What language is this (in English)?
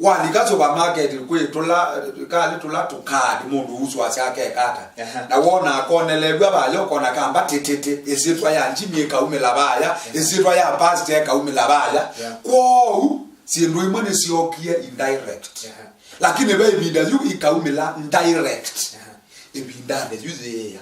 Kamba